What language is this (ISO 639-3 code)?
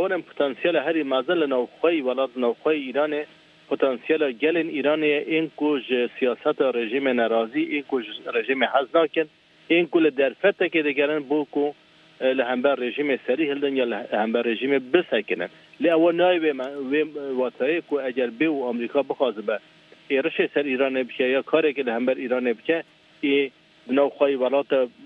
kur